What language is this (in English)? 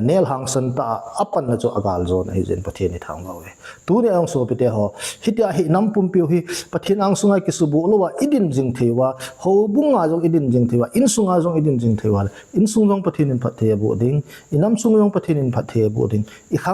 Thado Chin